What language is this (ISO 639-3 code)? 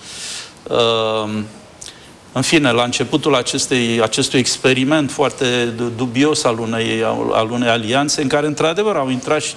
ron